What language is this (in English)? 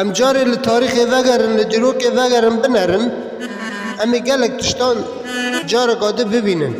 Kurdish